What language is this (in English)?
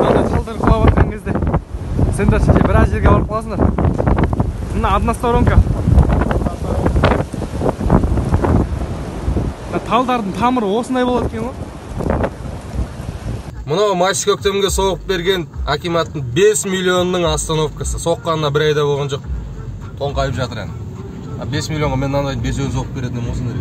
Kazakh